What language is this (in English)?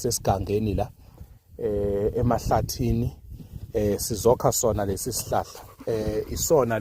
Zulu